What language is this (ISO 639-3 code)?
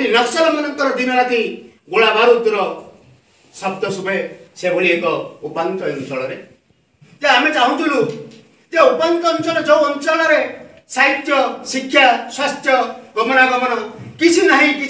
ori